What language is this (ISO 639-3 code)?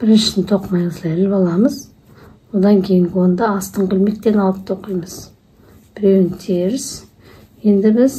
kaz